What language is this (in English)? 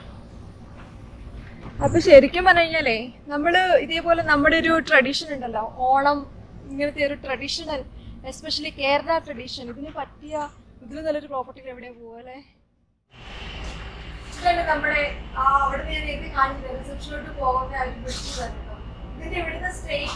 Malayalam